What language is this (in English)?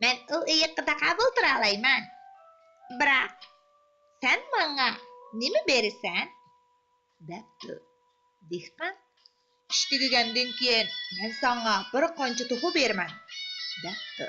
Uyghur